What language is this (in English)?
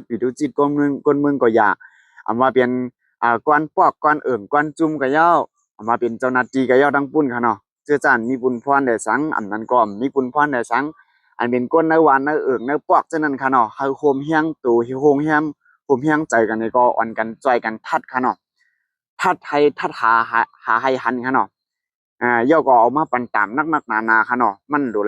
Shan